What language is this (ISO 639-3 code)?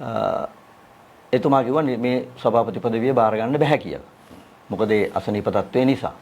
sin